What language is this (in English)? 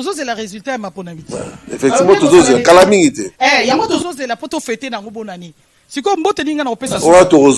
Lingala